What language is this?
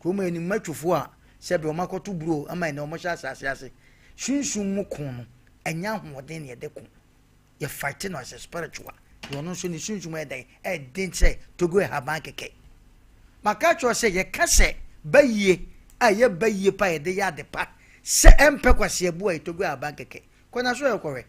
Akan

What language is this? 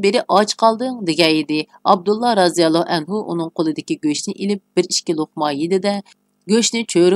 Uyghur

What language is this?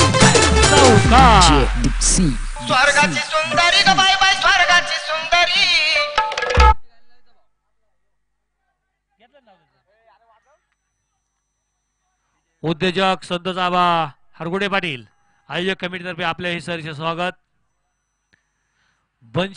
Marathi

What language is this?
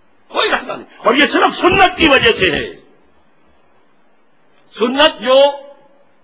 Urdu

